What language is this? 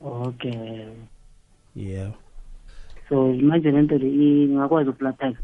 South Ndebele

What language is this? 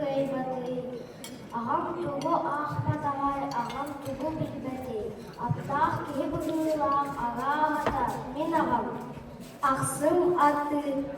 Yakut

